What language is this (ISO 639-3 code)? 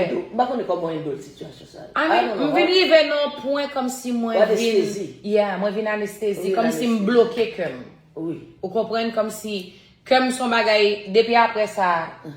hat